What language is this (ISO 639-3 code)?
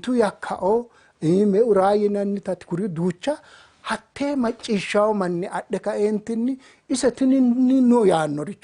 sid